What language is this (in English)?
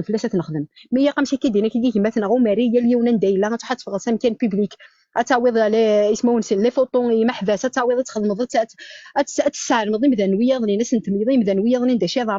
Kabyle